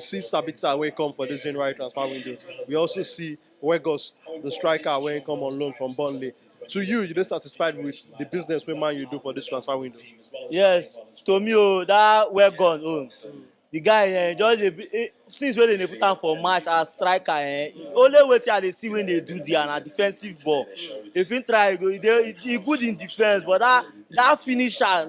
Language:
Nigerian Pidgin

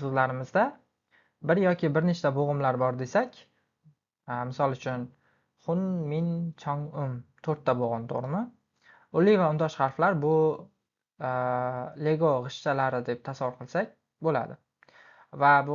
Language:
Uzbek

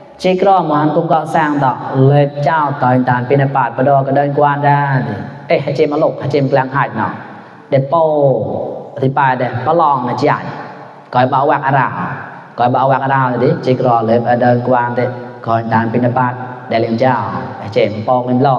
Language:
Mon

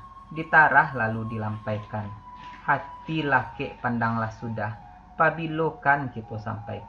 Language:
Minangkabau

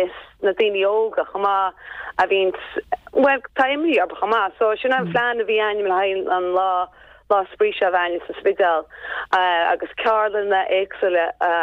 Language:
Irish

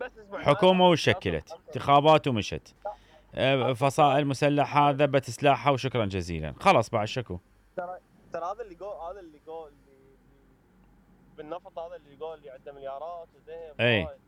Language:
Mesopotamian Arabic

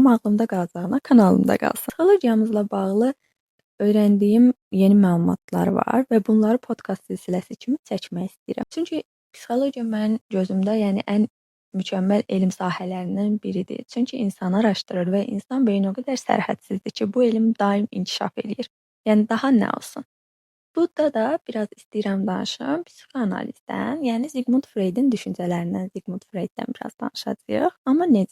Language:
Azerbaijani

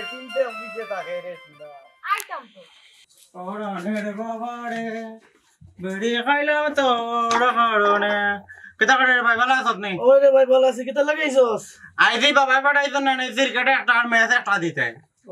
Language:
Sylheti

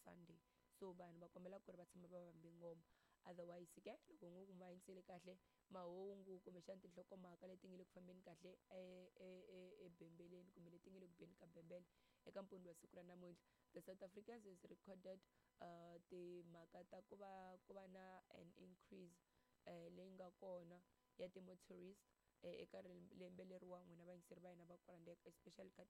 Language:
Tsonga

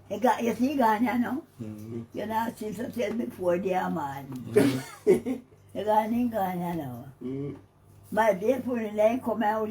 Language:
Jamaican Creole English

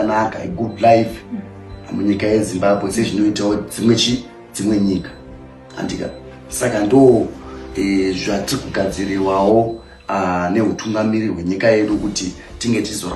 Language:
Shona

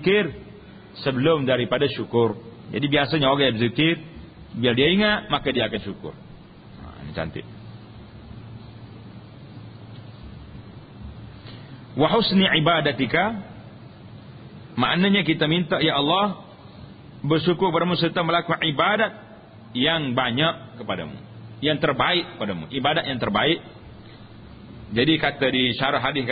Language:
Malay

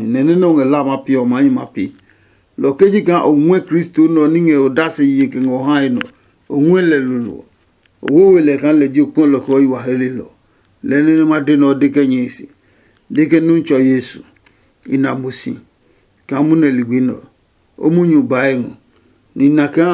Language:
Adangme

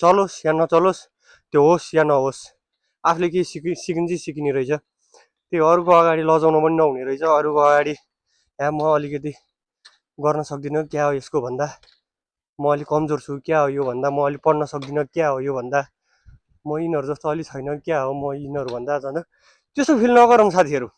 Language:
Nepali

